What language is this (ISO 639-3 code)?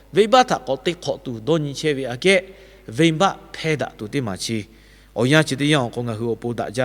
lhu